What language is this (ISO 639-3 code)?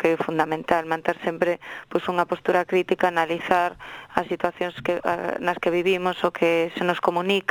glg